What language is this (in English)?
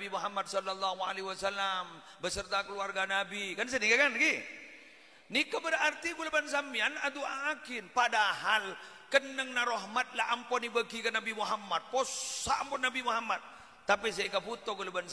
Madurese